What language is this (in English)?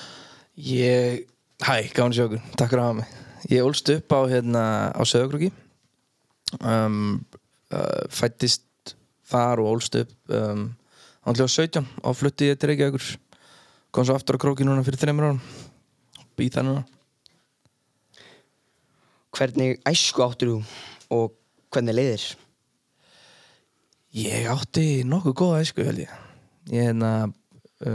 Icelandic